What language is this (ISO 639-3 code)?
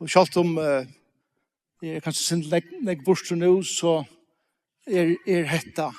fao